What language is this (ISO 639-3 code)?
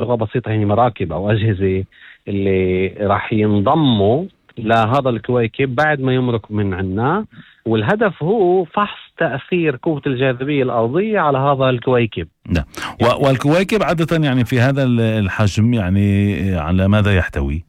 apc